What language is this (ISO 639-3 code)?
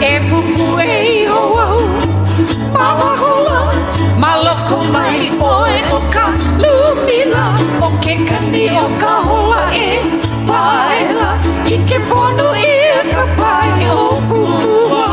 haw